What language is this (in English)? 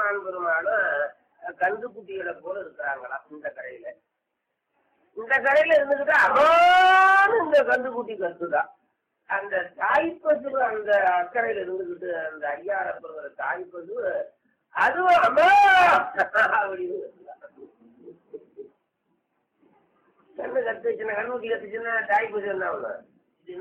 Tamil